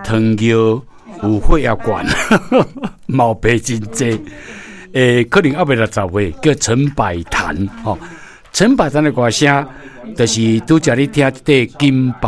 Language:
Min Nan Chinese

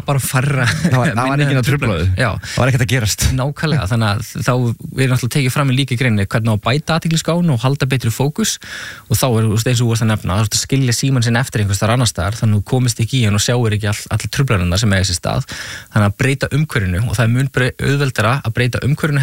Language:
Icelandic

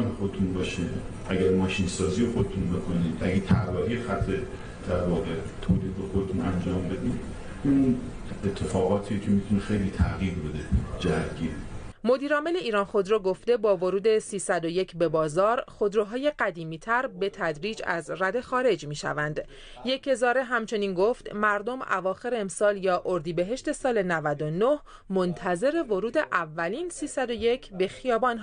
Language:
Persian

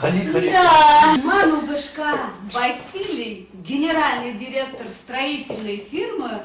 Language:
Chuvash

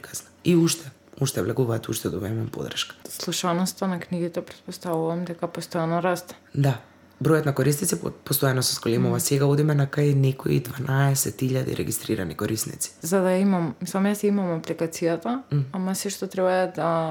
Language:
Macedonian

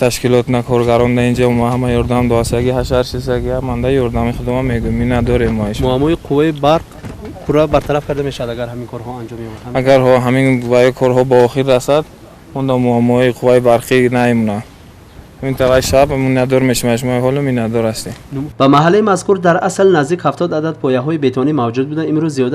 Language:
Tajik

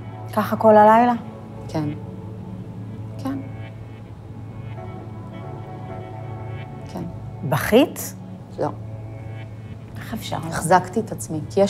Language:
Hebrew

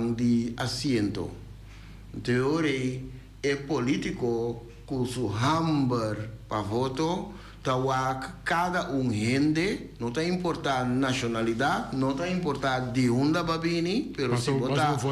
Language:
Papiamento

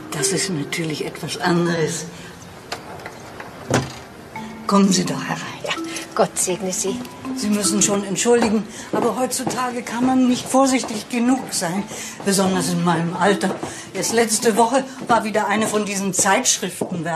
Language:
German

